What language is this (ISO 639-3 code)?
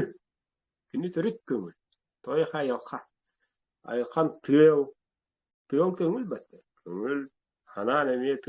sah